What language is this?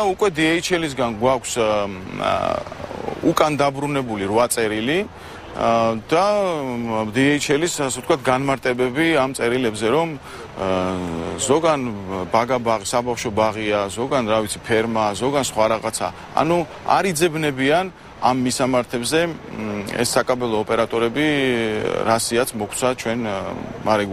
Georgian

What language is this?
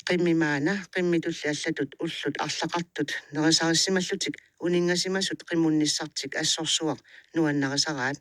Kalaallisut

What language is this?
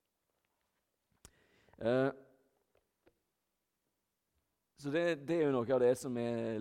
Norwegian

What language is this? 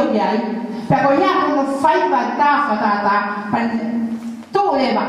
Tongan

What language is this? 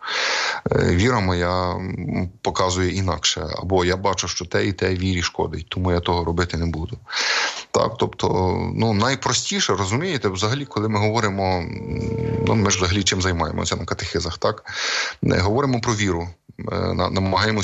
Ukrainian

